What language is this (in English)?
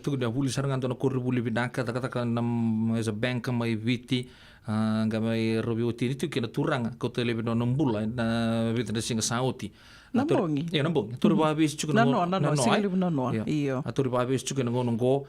Fijian